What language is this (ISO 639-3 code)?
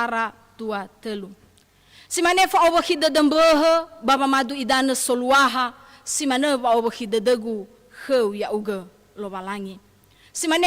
nia